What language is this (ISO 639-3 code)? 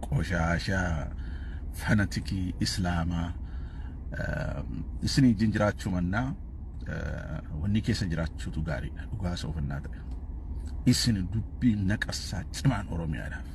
orm